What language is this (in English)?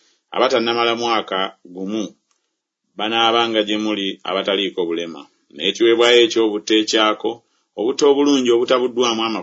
Ganda